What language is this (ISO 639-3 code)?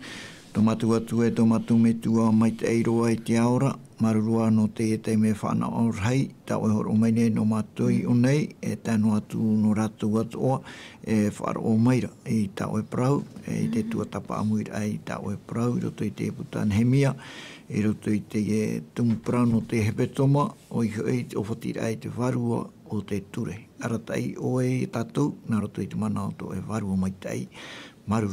tah